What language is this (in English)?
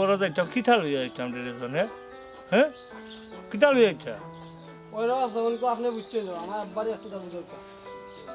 Sylheti